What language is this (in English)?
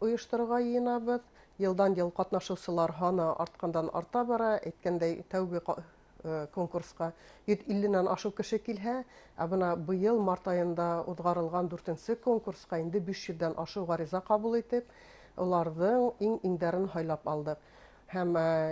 Bashkir